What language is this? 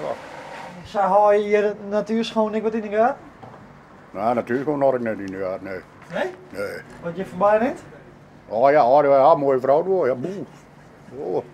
Western Frisian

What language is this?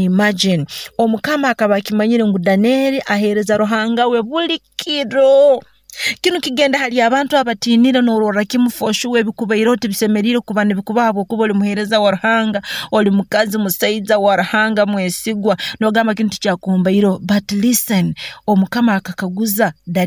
Nyoro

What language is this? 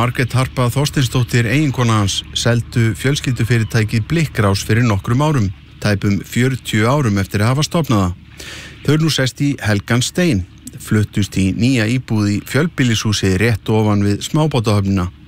Icelandic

